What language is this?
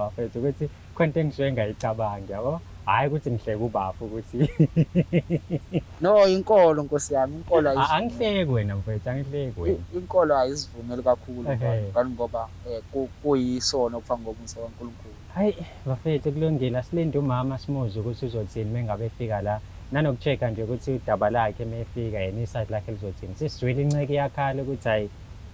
Zulu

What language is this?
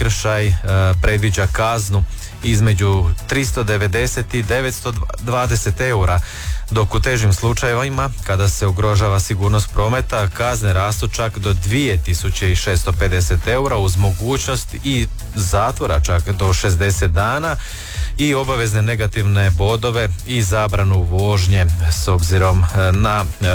Croatian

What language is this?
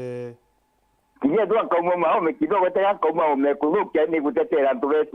Meru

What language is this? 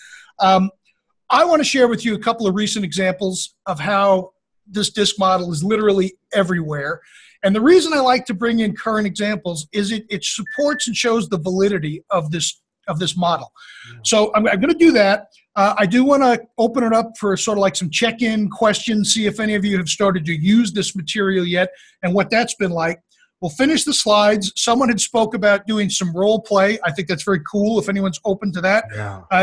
English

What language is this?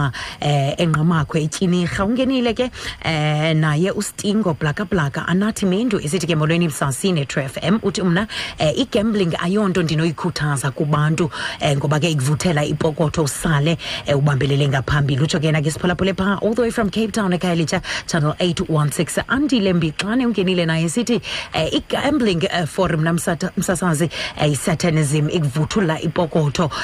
Xhosa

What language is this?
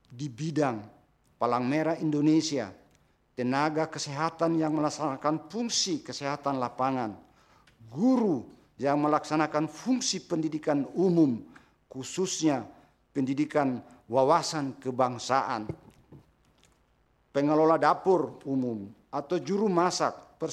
Indonesian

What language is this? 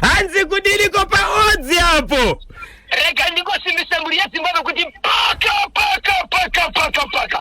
Shona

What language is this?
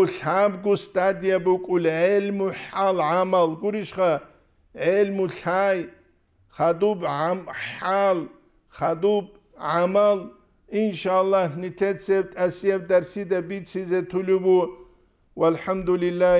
Avaric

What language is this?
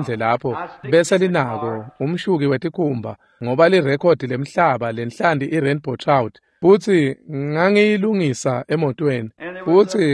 Swati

